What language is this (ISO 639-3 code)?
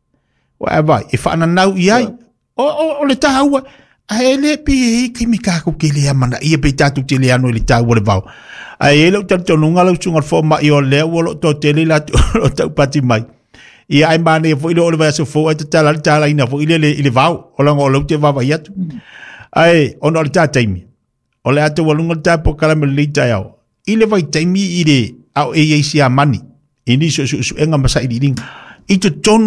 smo